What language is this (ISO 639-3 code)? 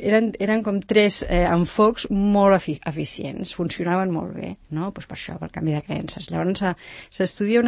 cat